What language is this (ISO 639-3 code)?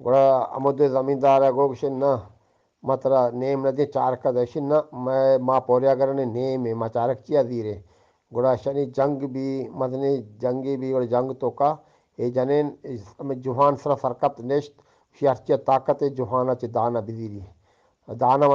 bgp